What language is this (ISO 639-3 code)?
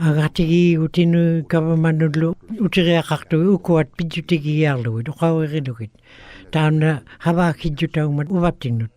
ikt